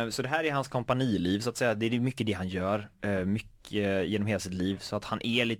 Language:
Swedish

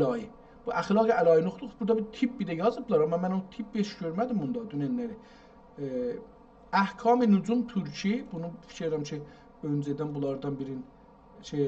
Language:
South Azerbaijani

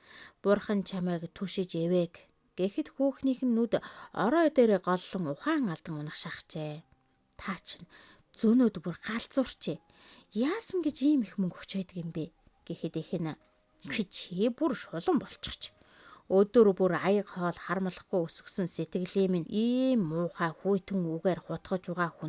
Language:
Mongolian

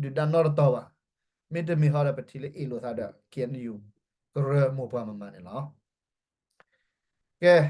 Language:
S'gaw Karen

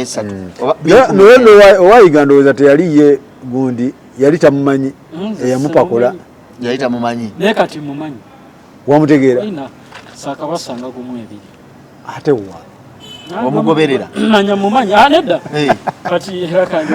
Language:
Ganda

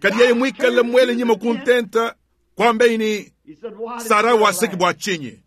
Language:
Luba-Lulua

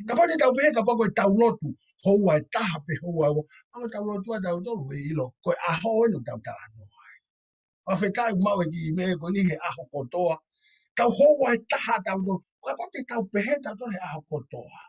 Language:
Tongan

